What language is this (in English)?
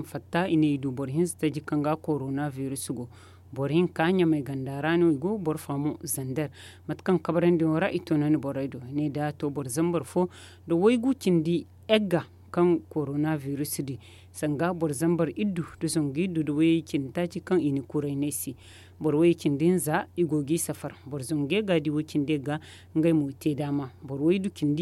Zarma